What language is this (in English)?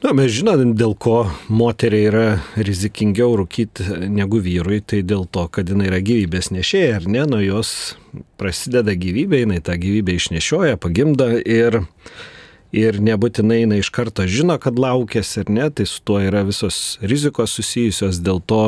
Lithuanian